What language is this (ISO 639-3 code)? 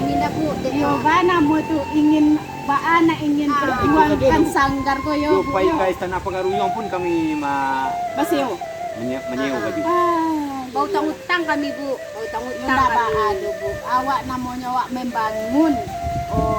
min